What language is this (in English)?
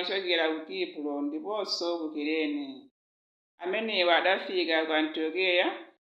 Nyanja